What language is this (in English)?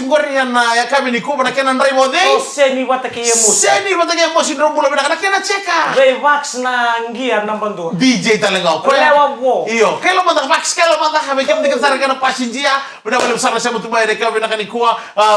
Fijian